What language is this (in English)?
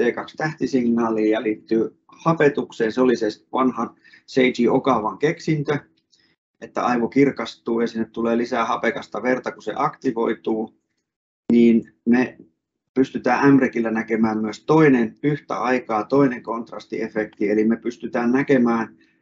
Finnish